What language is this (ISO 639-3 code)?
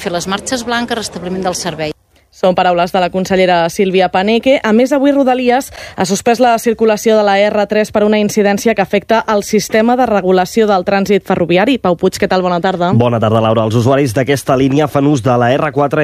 cat